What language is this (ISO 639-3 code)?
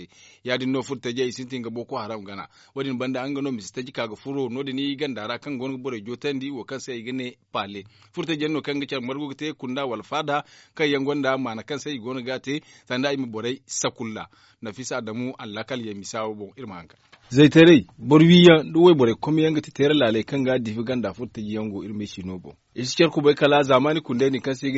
dje